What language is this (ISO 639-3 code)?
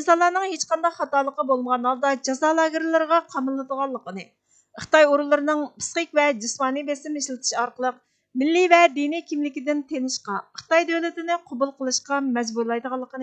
uig